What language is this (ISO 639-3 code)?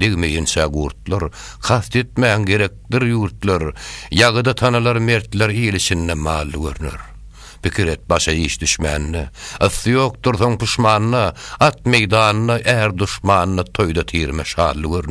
tuk